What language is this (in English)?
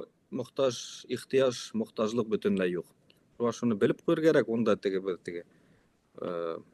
Bashkir